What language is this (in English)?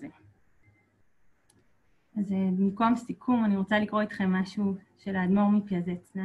Hebrew